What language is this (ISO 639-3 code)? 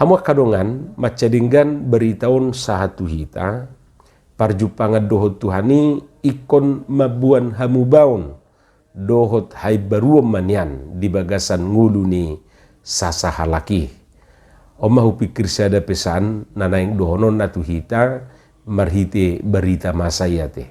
bbc